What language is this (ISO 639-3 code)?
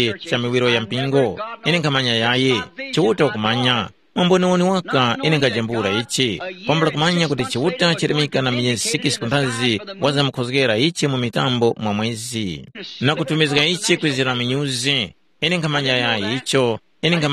tum